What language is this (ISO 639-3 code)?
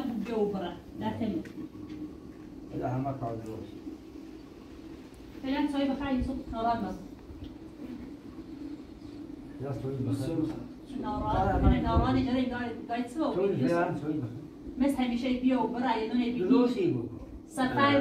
fas